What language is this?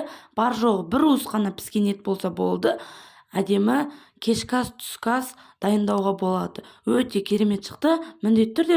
Kazakh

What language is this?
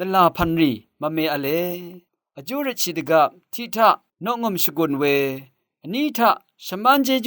Rawang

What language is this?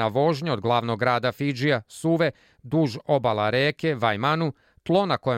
Serbian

